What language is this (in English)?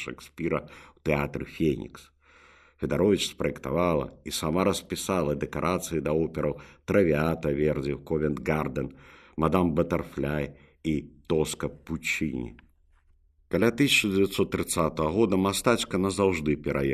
Belarusian